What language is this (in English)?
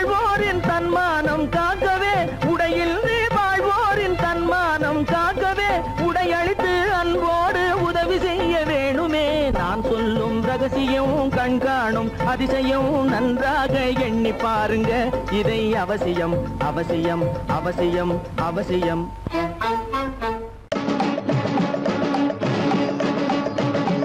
Tamil